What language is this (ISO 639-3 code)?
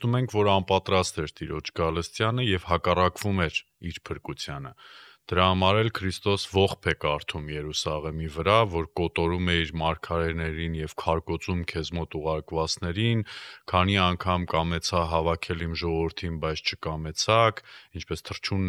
hye